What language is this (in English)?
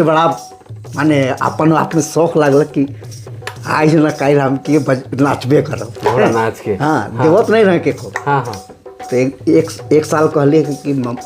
Sadri